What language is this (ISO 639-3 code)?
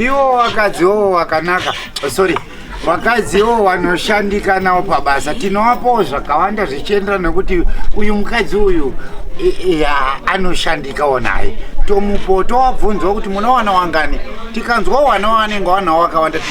sna